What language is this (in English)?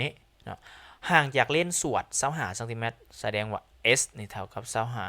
Lao